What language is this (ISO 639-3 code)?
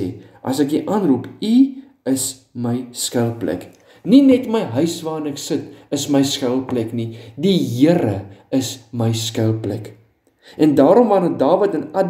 afr